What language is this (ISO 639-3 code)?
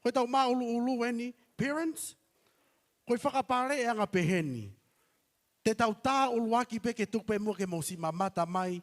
ton